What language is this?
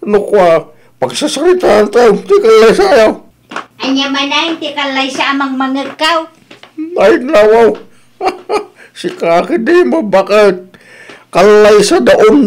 Iloko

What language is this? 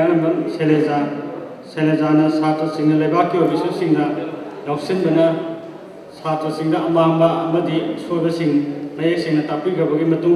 Manipuri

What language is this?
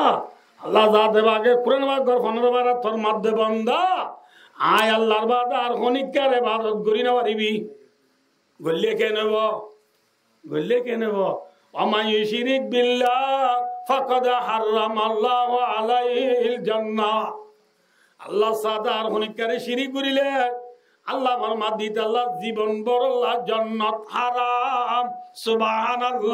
Rohingya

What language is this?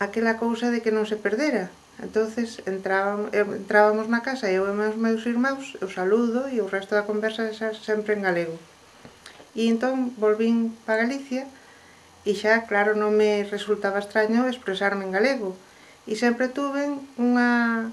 Galician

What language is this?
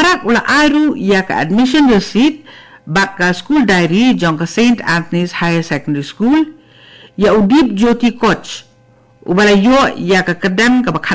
Khasi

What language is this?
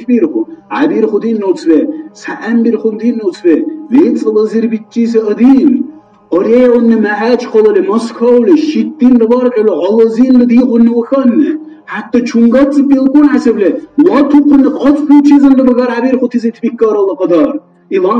Dargwa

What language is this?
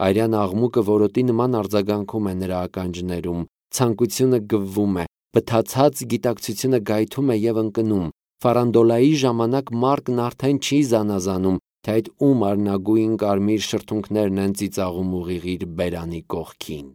Armenian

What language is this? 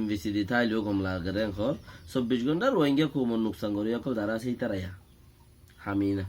Rohingya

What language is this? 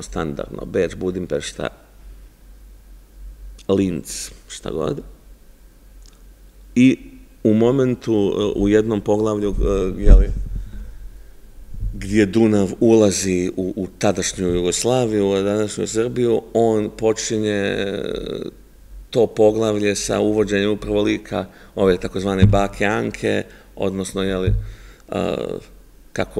Serbian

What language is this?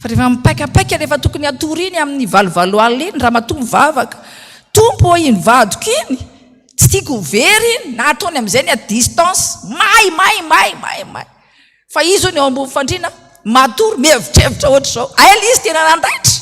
Malagasy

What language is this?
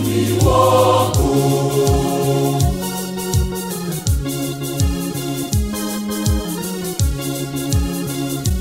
Swahili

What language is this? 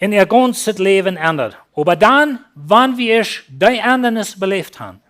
Plautdietsch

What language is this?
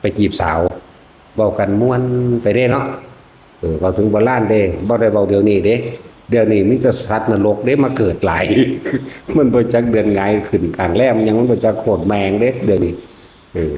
Northeastern Thai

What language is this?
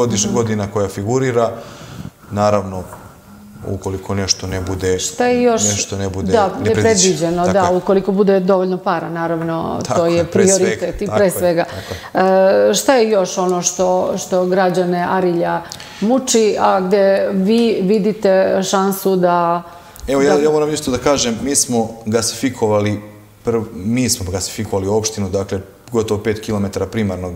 Serbian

